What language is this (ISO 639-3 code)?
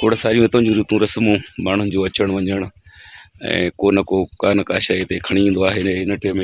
snd